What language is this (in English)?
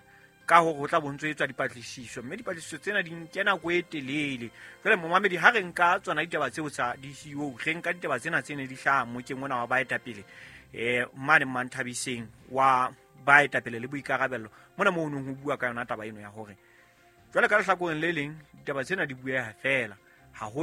Southern Sotho